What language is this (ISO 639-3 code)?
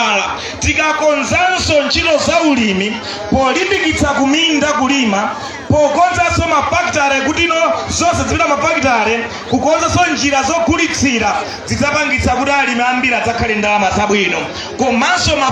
nya